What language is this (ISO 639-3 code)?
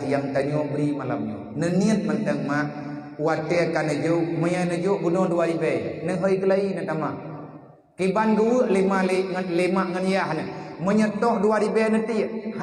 ace